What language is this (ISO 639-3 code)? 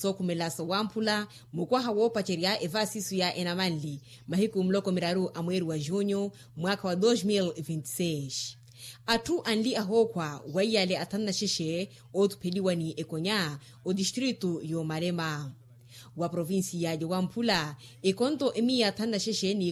vmw